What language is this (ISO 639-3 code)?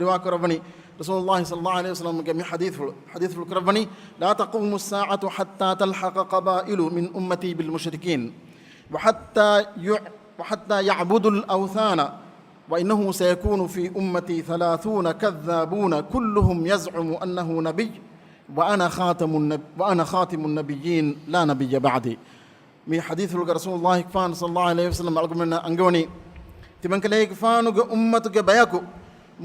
div